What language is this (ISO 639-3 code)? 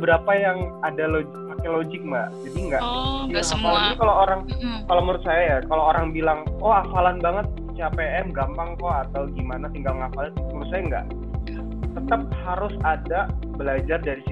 ind